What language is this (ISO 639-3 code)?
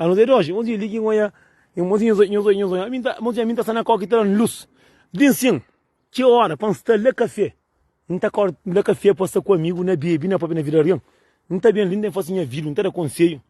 kea